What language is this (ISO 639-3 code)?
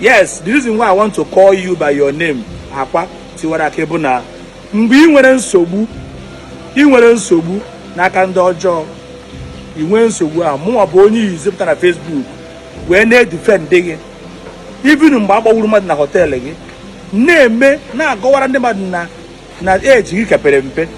ibo